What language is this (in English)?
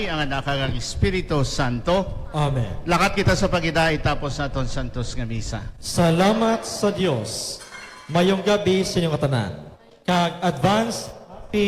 Hiligaynon